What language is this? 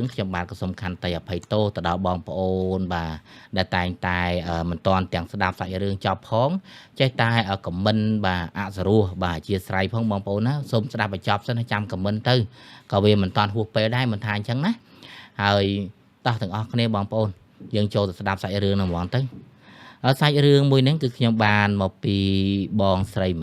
Khmer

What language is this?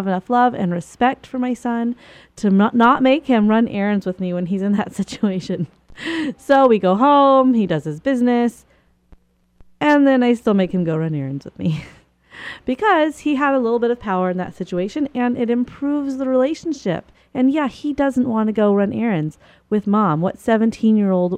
English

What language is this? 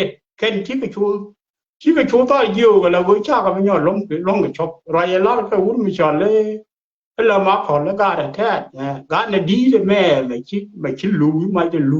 Nuer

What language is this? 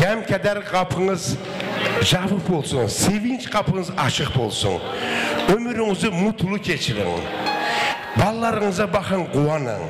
Kara-Kalpak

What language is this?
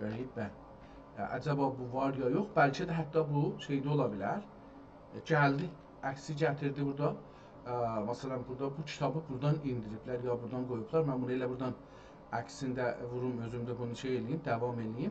South Azerbaijani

